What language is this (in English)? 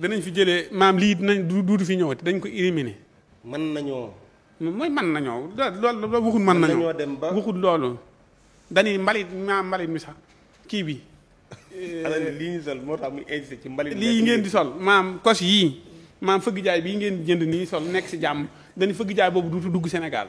Wolof